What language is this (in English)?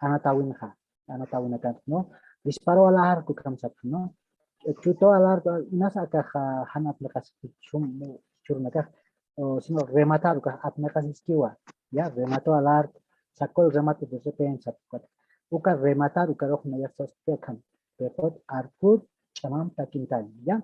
Aymara